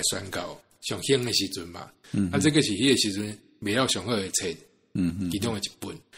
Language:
Min Nan Chinese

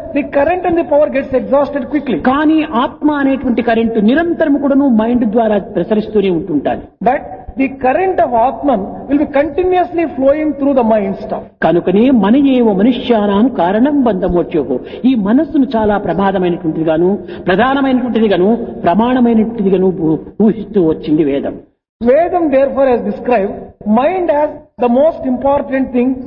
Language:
Telugu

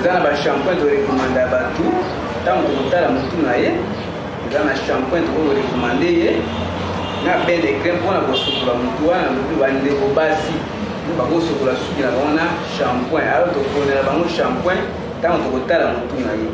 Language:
Lingala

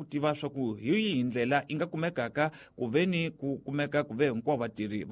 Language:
Tsonga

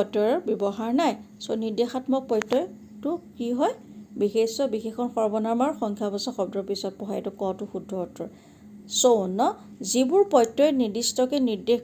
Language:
Assamese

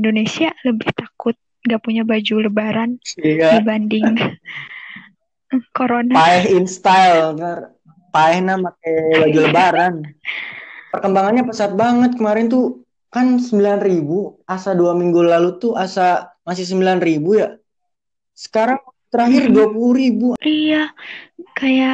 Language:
Indonesian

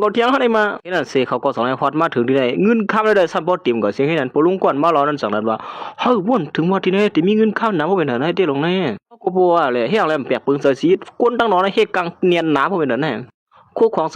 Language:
Shan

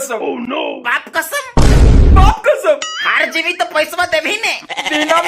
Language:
Magahi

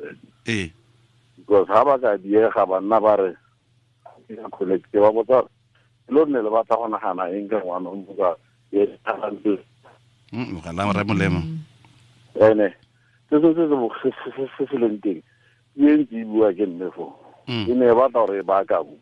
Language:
Tswana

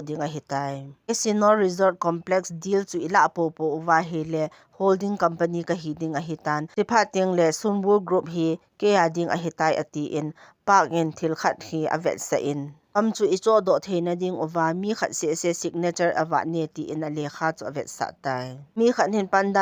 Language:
Thado Chin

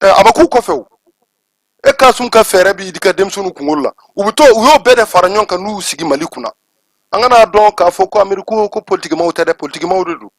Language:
Bambara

